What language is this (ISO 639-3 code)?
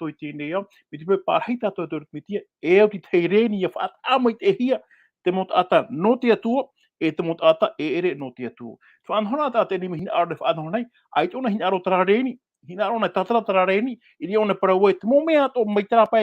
tah